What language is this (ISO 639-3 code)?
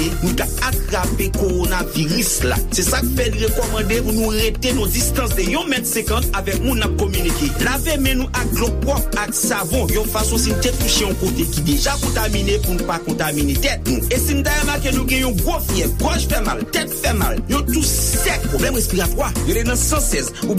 hat